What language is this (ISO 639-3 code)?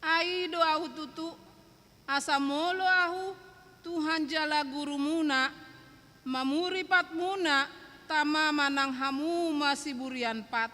bbc